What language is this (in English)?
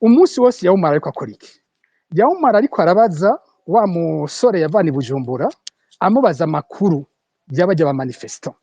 Rundi